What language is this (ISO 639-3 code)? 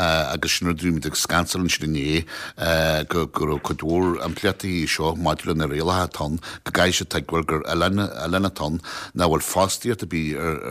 gle